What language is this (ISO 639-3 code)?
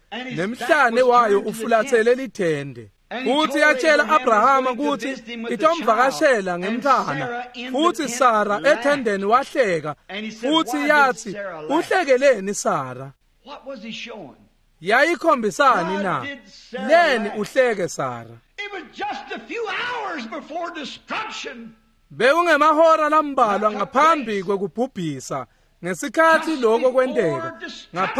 ssw